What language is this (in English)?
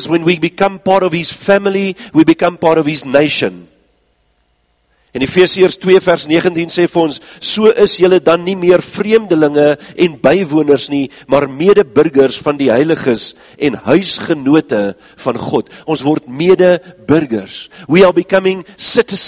Afrikaans